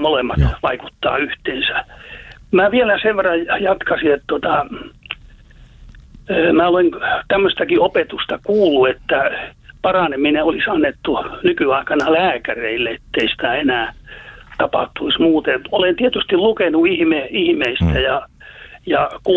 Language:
Finnish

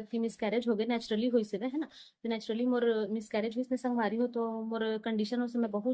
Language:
Chhattisgarhi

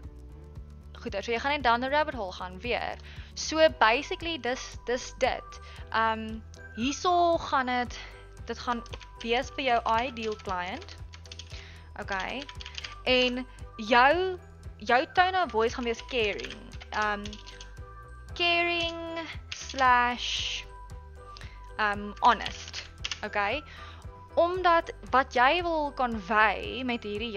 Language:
Afrikaans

